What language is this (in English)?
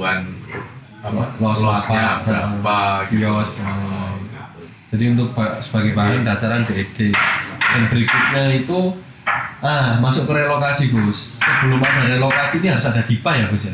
Indonesian